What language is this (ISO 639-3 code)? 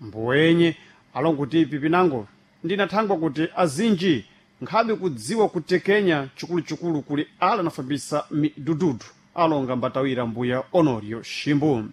seh